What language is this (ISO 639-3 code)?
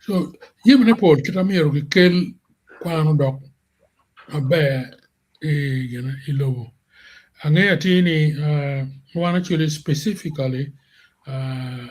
ach